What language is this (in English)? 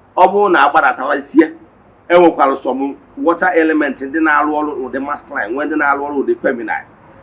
Igbo